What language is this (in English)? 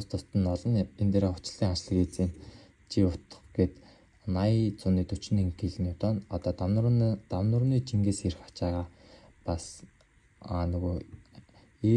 Mongolian